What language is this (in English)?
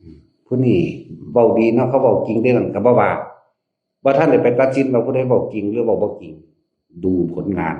Northeastern Thai